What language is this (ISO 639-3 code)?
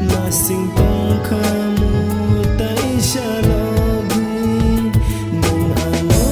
trp